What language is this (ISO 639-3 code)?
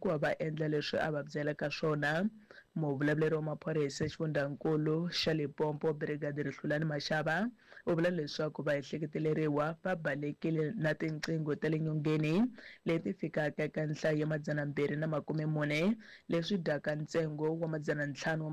tso